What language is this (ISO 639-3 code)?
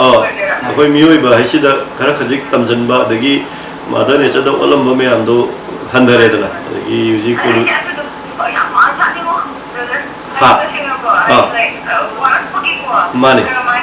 mni